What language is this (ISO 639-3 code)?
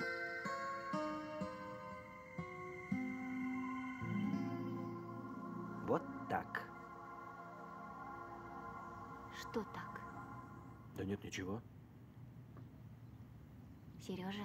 rus